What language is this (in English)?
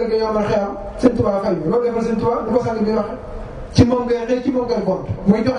Wolof